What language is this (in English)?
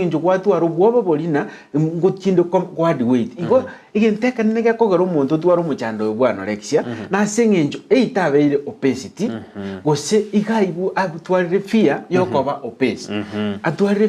Gusii